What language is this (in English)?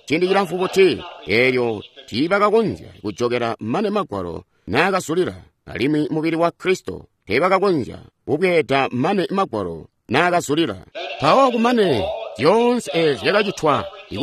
Tonga (Zambia)